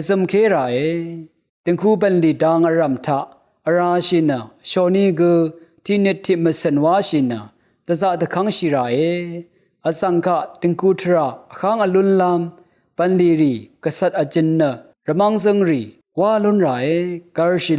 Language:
Rawang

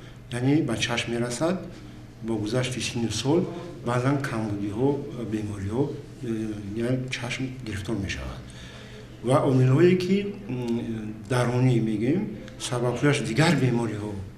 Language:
Tajik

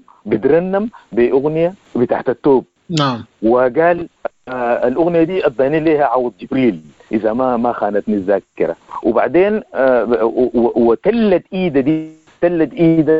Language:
Sudanese Arabic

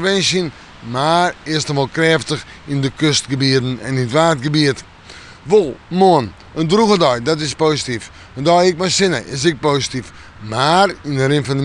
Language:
Western Frisian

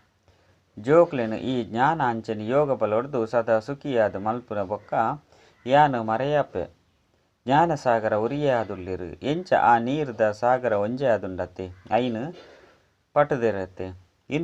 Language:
Tulu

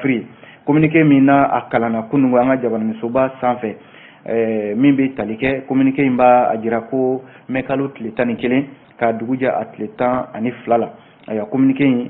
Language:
Bambara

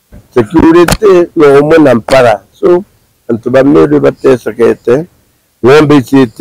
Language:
Meru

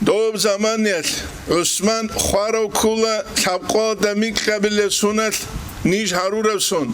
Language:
Avaric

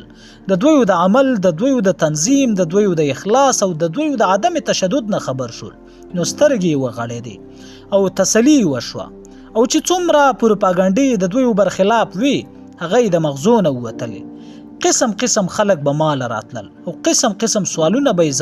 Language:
Pashto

